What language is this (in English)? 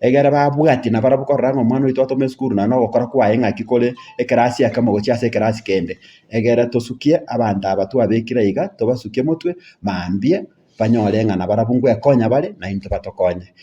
Gusii